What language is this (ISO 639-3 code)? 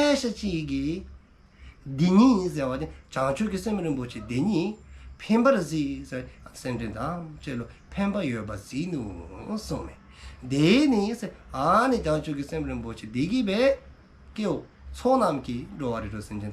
dzo